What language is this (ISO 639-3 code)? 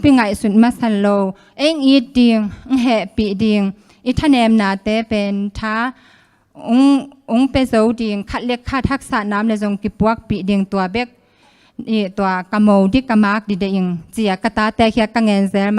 ctd